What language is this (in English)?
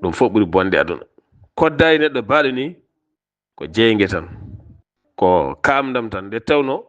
Fula